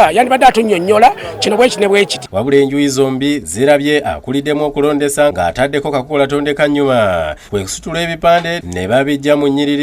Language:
Ganda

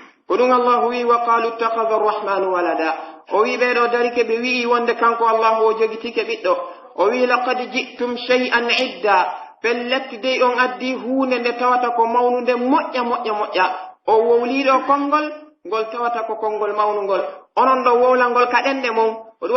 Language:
Pular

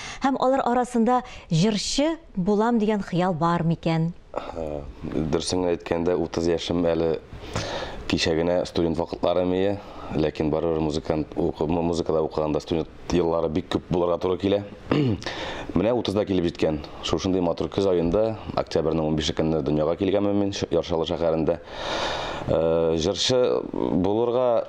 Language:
Tatar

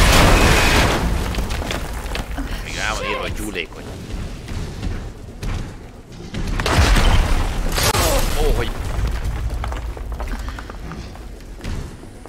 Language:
Hungarian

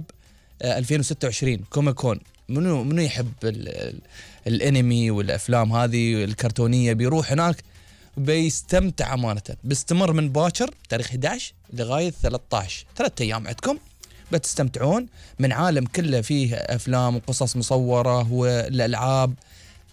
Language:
Gulf Arabic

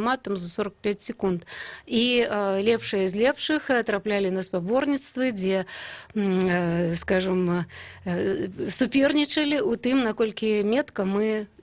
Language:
Belarusian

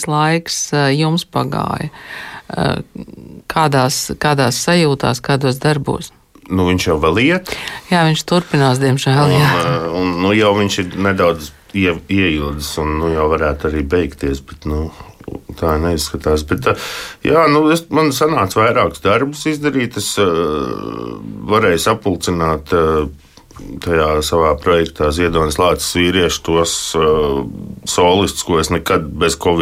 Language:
Latvian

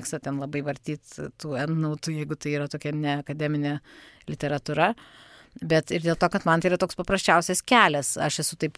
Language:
Lithuanian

